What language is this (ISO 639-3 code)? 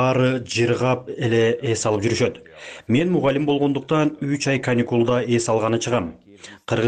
kir